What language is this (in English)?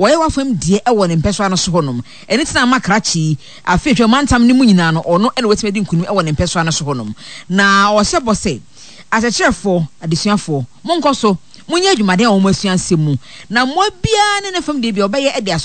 Akan